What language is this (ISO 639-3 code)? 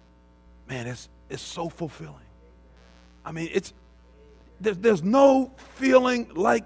eng